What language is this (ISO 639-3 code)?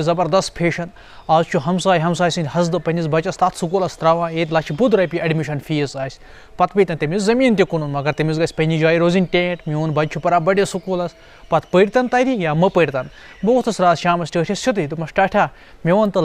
kas